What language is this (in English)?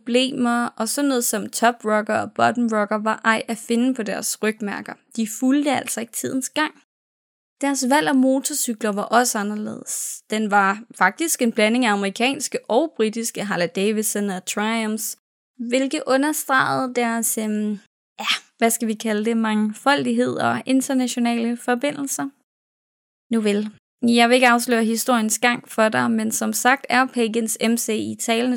Danish